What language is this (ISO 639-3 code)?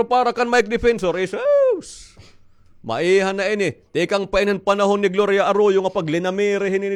war